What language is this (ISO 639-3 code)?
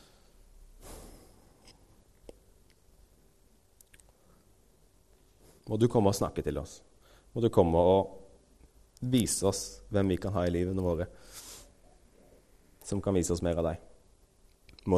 nor